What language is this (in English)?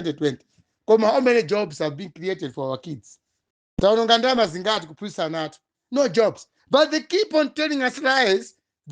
Nyanja